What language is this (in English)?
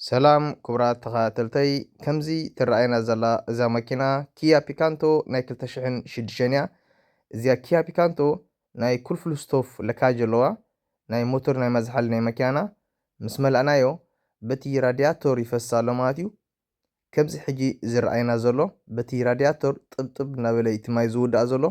Tigrinya